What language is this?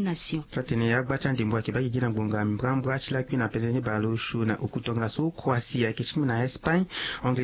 Sango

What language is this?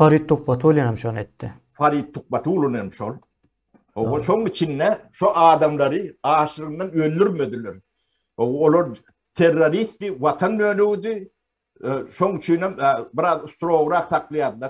Turkmen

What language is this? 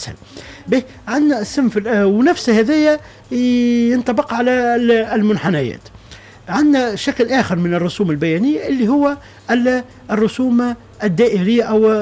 Tunisian Arabic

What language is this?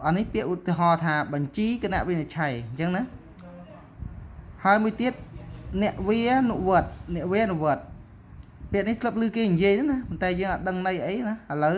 Khmer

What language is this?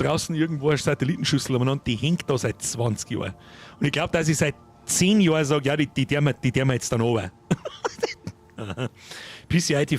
Bavarian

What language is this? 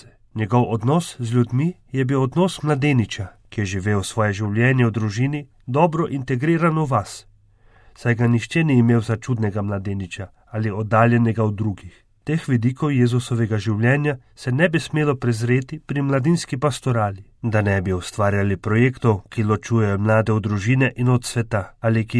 Slovenian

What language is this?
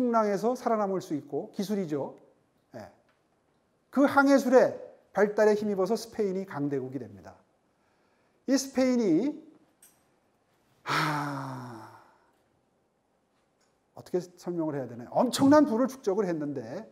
Korean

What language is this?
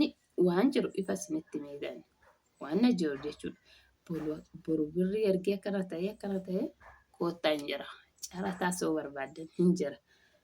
Oromo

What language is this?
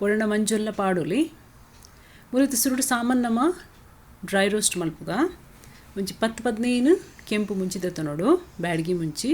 Tulu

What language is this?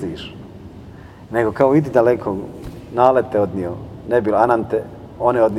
Bosnian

